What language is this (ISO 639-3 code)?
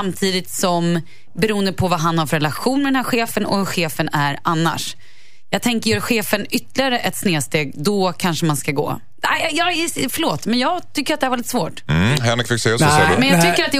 swe